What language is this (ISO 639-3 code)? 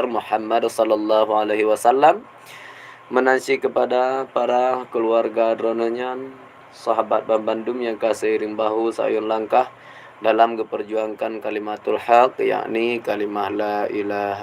ace